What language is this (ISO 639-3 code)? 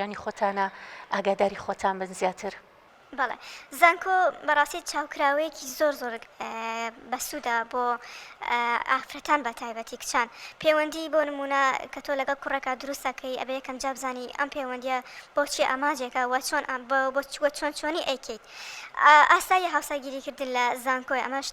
ckb